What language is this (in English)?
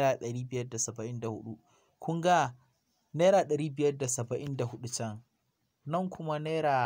Hausa